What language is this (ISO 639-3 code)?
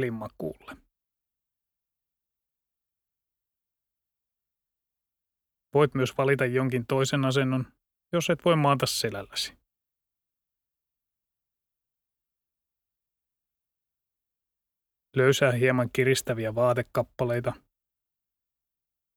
fin